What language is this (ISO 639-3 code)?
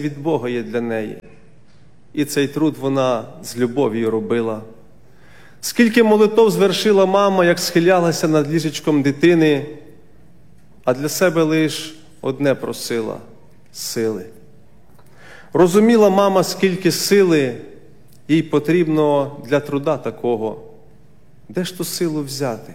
ukr